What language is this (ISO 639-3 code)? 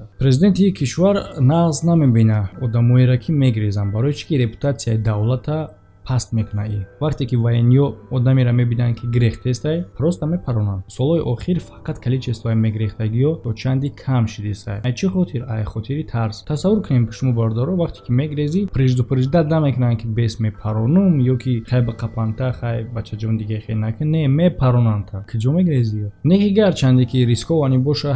tgk